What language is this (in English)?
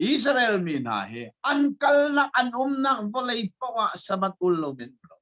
Hakha Chin